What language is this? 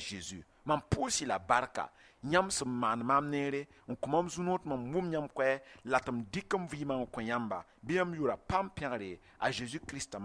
Mossi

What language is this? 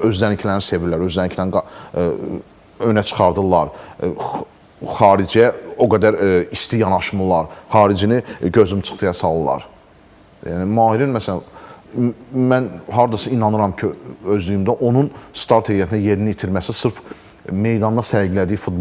Azerbaijani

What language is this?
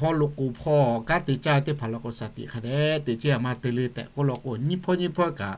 Lahu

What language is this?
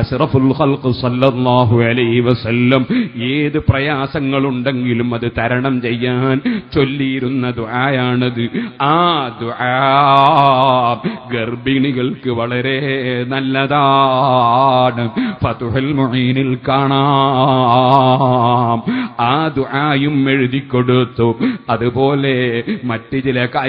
Malayalam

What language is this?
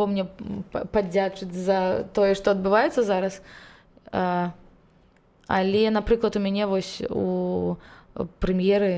Belarusian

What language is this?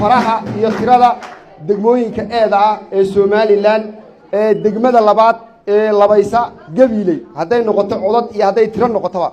Somali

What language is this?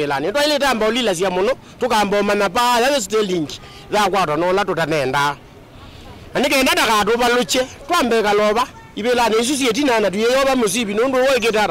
Kamba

